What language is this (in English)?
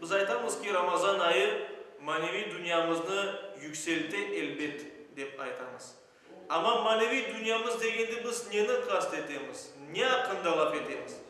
Crimean Tatar